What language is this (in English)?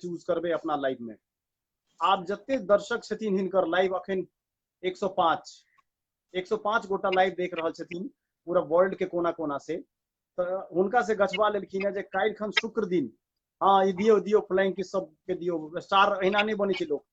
Maithili